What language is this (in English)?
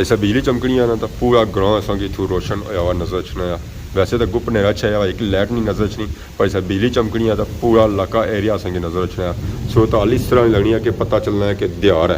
Pahari-Potwari